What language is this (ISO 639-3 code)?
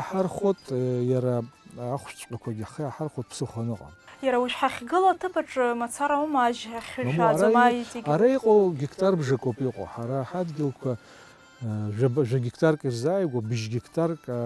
abk